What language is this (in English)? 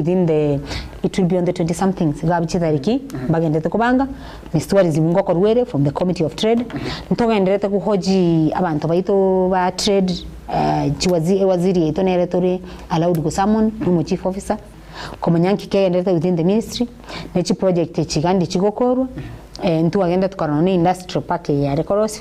Gusii